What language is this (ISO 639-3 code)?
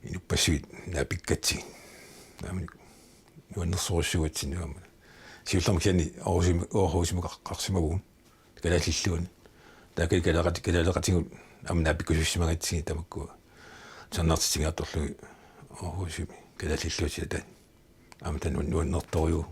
kal